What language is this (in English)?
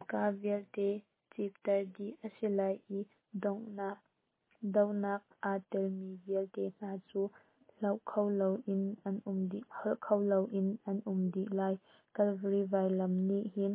Hakha Chin